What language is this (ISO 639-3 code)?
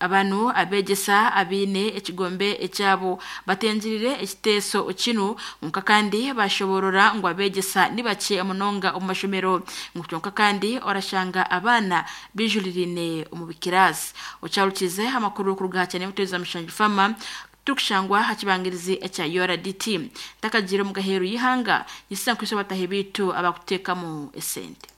nyn